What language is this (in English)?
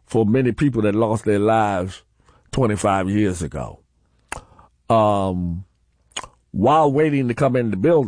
English